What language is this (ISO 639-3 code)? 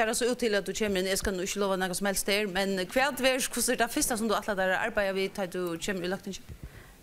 fao